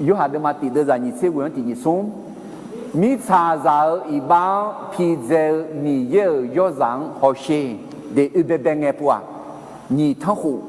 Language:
Akha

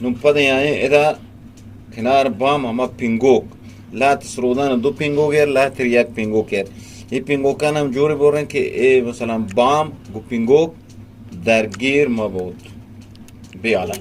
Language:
Eastern Balochi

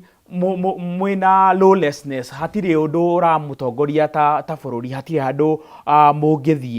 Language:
Kikuyu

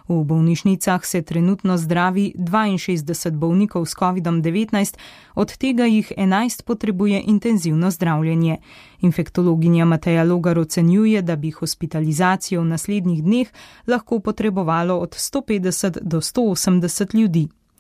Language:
Slovenian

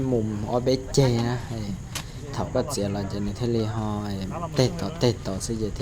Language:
Hmong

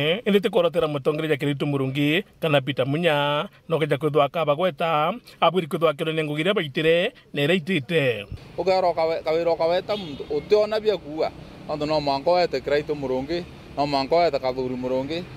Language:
Meru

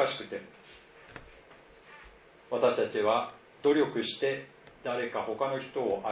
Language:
Japanese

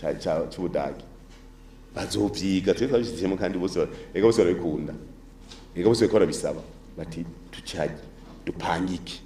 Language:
Rundi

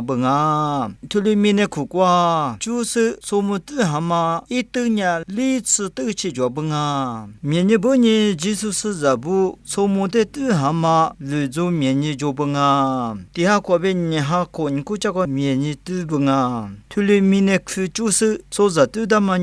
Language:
Lisu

